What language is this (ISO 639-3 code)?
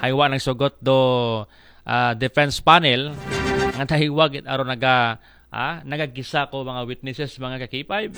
akl